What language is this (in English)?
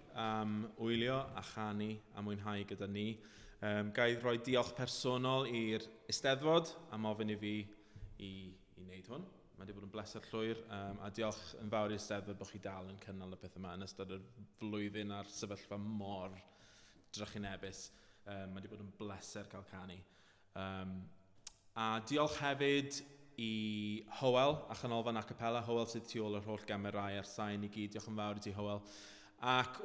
Welsh